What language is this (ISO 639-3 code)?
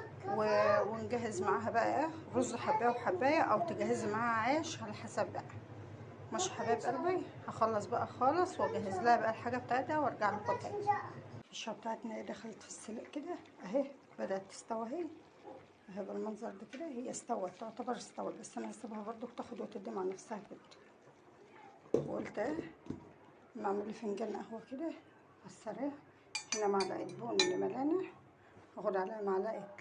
arz